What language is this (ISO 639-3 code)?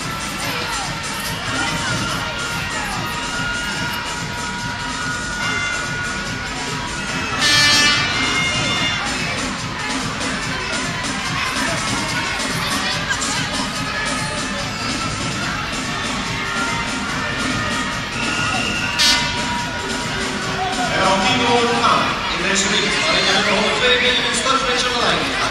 nld